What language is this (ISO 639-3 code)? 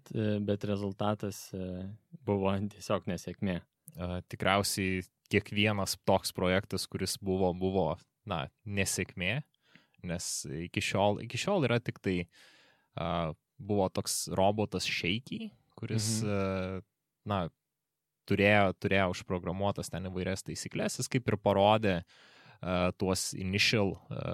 lit